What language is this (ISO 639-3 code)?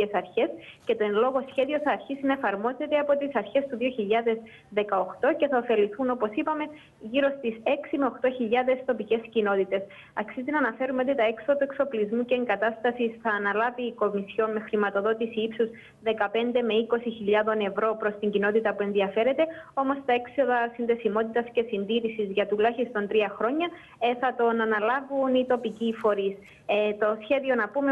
ell